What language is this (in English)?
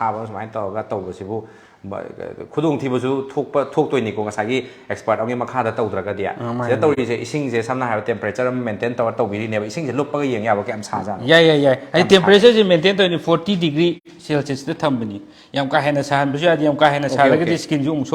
Manipuri